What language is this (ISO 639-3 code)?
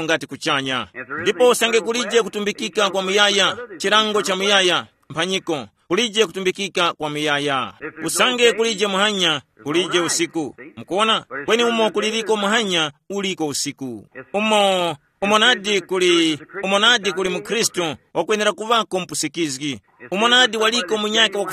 tum